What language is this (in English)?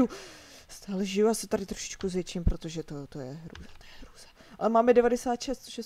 Czech